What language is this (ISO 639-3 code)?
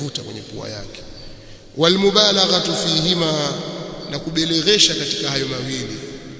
swa